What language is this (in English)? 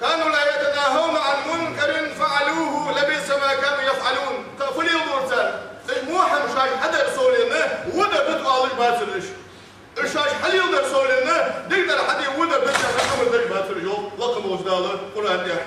Ingush